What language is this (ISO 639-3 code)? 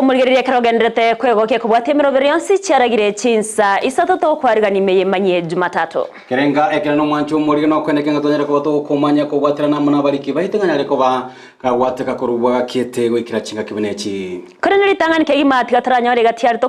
guz